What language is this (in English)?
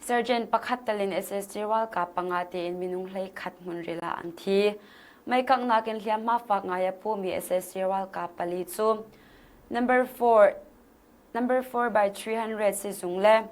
Hakha Chin